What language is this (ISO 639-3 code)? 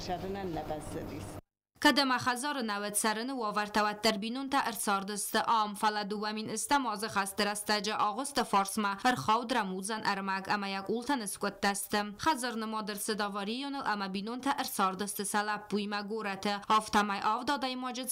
oss